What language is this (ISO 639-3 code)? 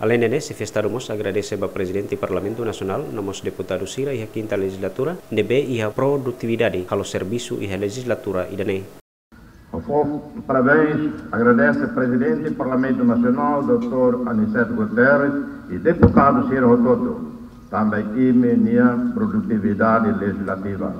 tet